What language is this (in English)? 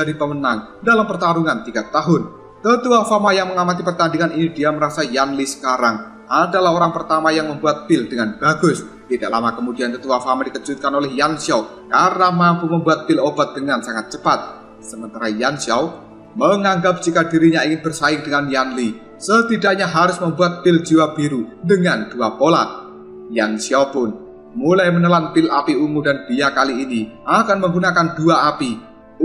Indonesian